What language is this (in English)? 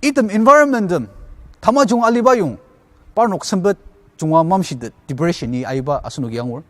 Ao Naga